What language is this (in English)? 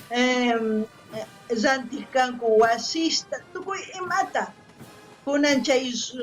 South Bolivian Quechua